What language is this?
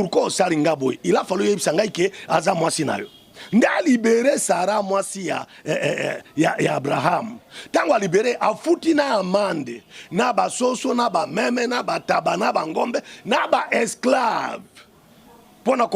Lingala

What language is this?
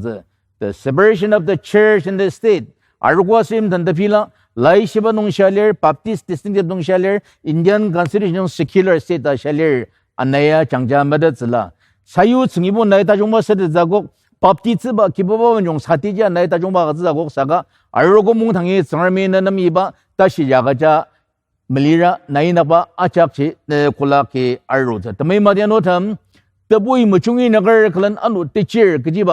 Ao Naga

